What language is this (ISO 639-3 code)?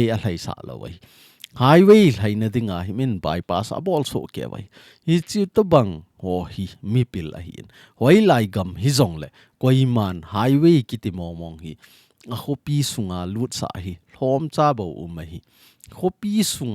tcz